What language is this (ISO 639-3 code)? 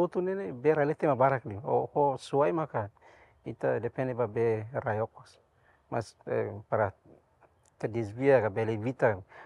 tet